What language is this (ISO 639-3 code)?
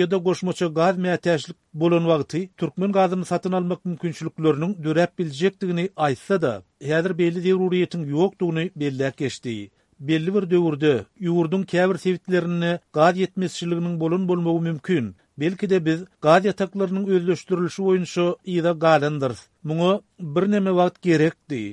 tuk